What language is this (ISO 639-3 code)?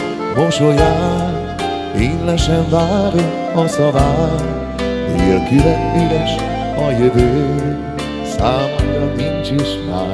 hun